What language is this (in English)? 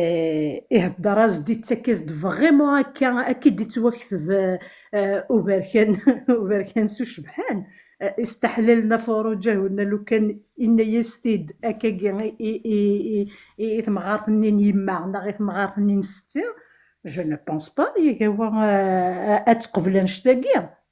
Kabyle